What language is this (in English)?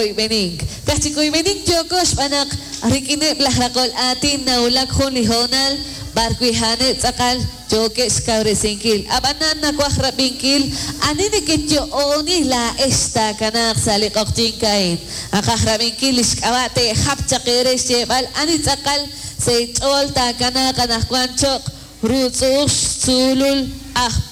Kekchí